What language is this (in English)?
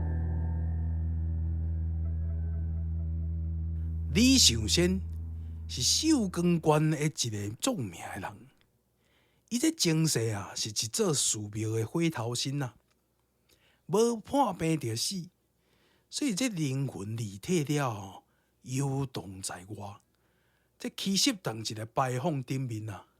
Min Nan Chinese